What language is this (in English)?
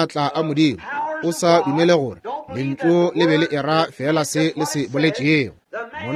Northern Sotho